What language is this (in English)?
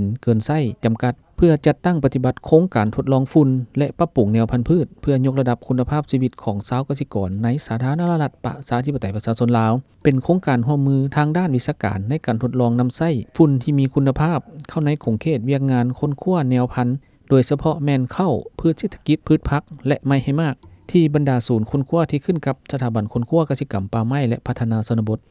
Lao